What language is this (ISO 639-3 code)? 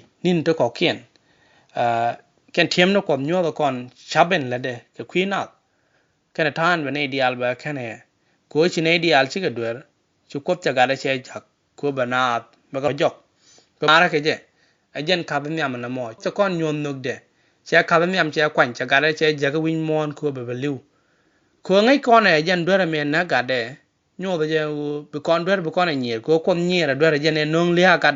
nus